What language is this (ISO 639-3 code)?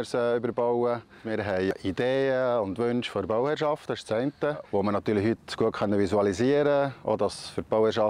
gsw